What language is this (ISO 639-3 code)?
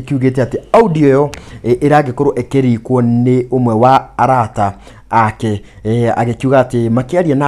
kik